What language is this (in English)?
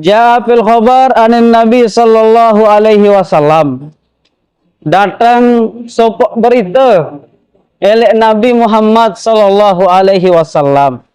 Sasak